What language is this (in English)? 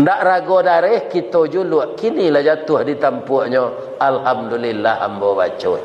Minangkabau